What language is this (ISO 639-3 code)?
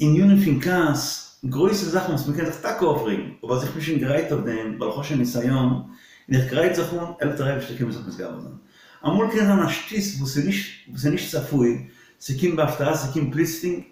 yid